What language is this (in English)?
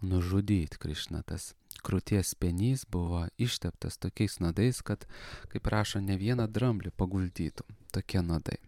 Lithuanian